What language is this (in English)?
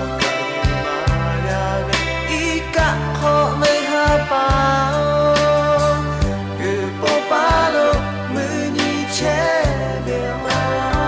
Lahu